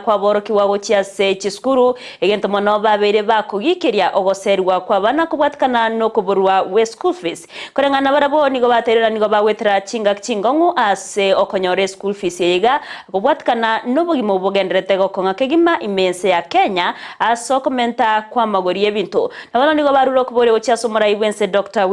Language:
Gusii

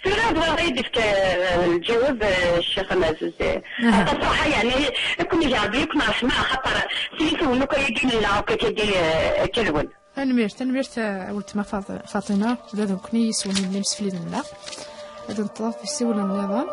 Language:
Kabyle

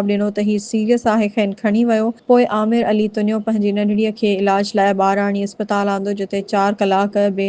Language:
Sindhi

